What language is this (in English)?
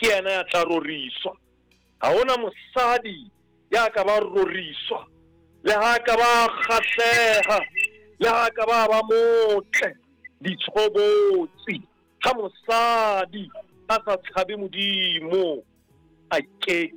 Southern Sotho